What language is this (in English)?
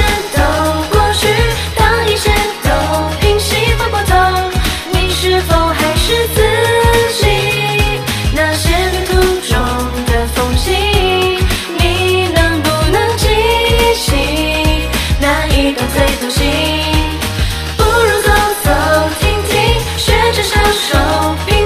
Chinese